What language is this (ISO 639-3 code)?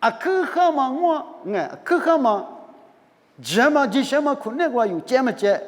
lis